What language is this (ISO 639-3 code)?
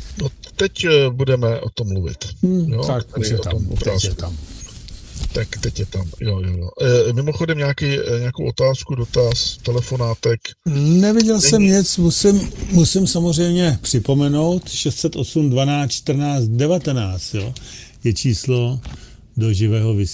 ces